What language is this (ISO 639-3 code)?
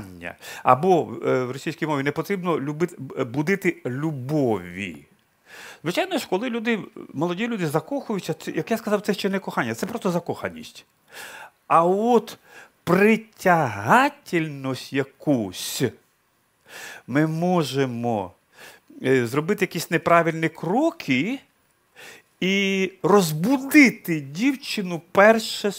ukr